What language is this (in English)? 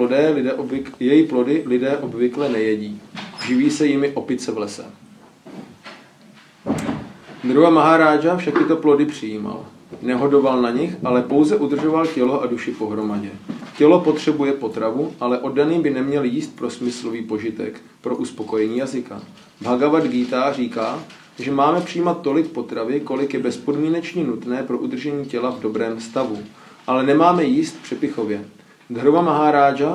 Czech